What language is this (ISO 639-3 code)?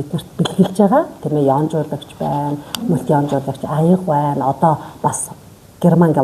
mon